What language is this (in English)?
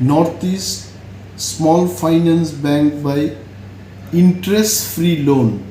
Kok Borok